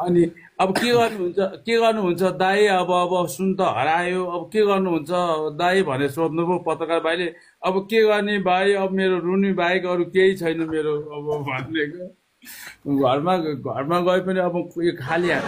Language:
Nepali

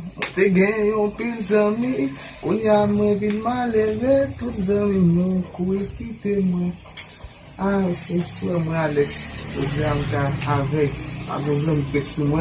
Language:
Haitian Creole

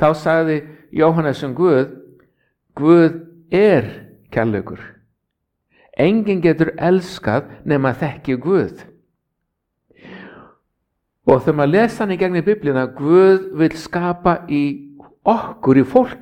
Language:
Icelandic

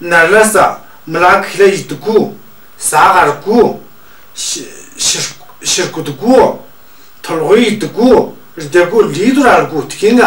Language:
Tu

